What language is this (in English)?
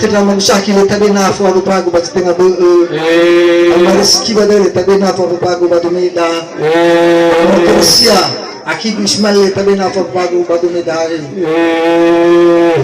Nias